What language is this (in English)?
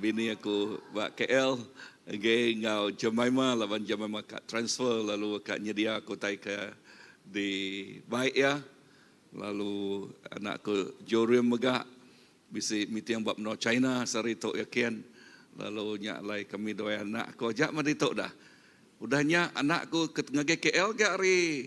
Iban